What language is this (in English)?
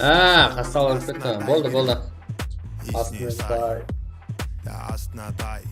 Kara-Kalpak